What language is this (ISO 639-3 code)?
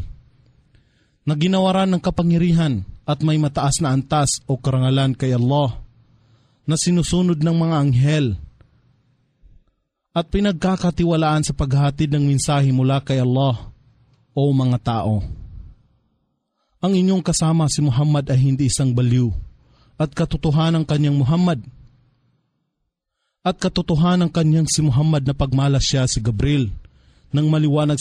fil